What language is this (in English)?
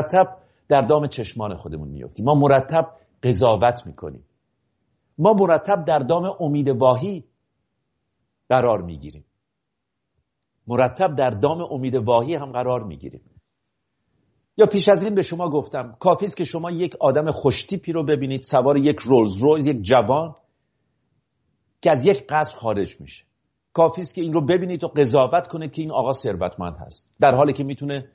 Persian